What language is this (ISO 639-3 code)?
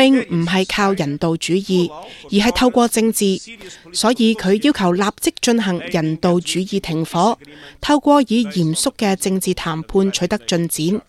yue